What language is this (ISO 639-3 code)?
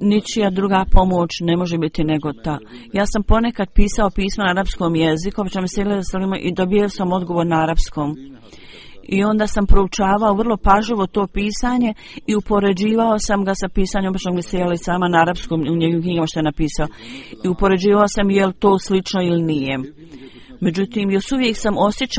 bos